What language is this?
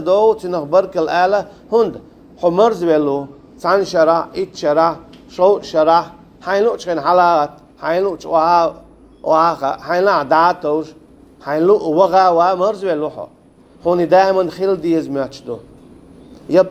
Chechen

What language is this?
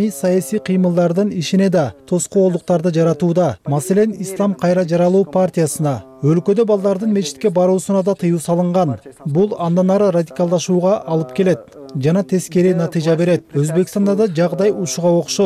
Kyrgyz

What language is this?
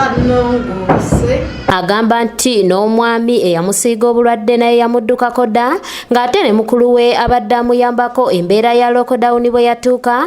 Ganda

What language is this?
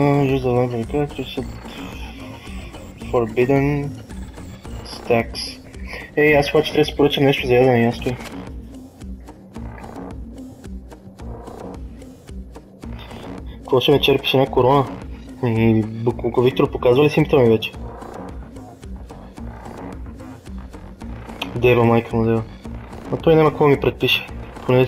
Bulgarian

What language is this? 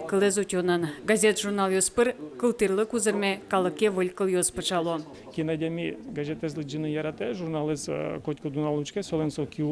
Udmurt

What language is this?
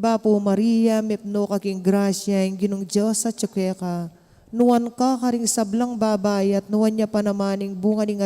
Pampanga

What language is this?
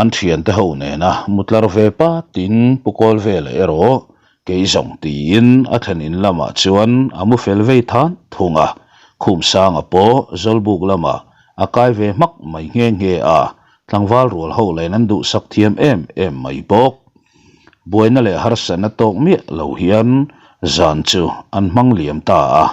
Mizo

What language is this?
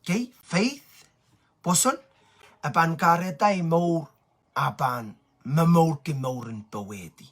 Pohnpeian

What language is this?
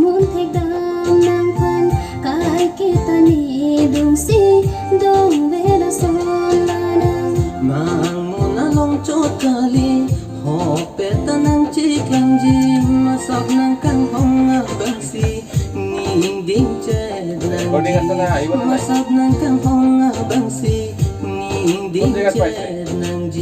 Karbi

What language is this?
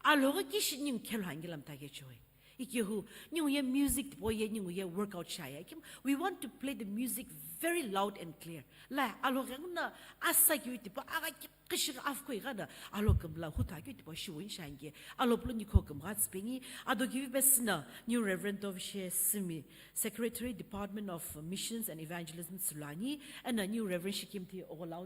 Sumi Naga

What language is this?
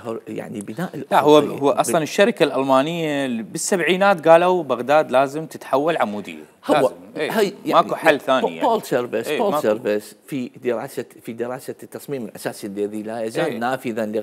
Mesopotamian Arabic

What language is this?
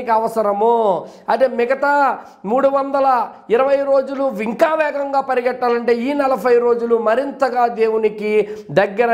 Telugu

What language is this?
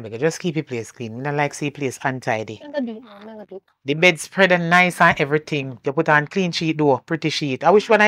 Jamaican Creole English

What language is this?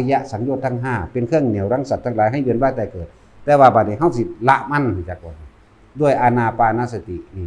Northeastern Thai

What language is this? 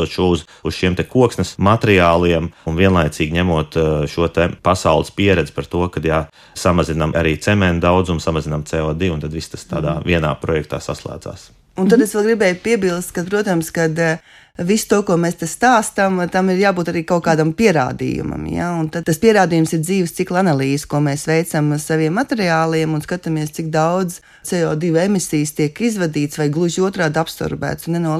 Latvian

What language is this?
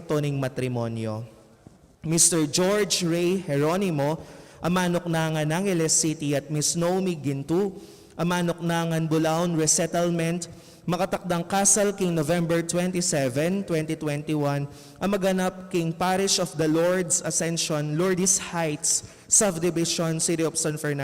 Pampanga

